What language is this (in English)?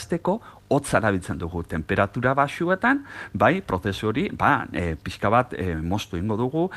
Basque